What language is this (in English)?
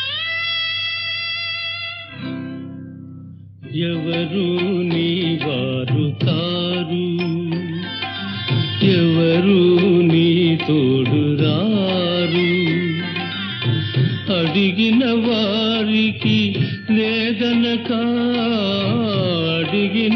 Telugu